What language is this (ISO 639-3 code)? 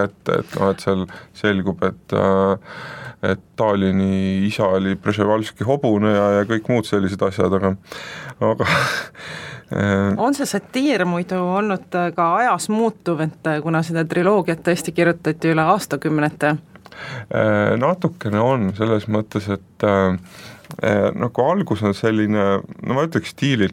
est